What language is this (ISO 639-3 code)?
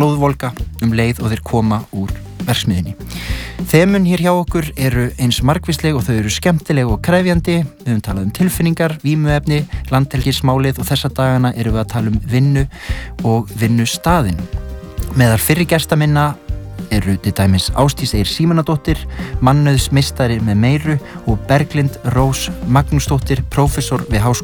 isl